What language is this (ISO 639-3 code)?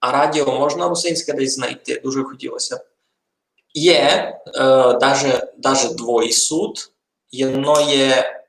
rue